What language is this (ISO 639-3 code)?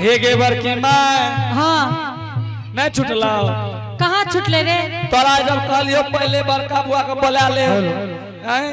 anp